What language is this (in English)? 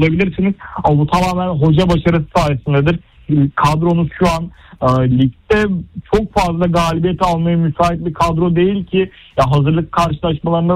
Turkish